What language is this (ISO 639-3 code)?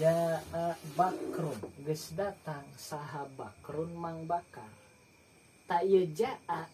sun